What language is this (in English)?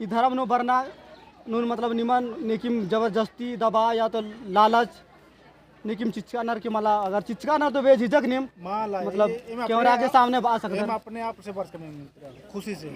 Kurukh